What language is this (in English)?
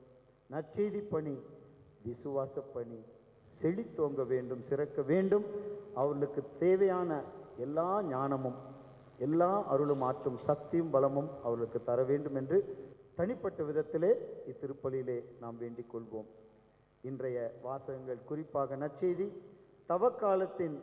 Tamil